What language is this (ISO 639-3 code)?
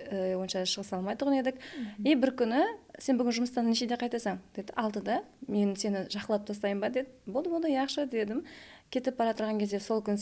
kaa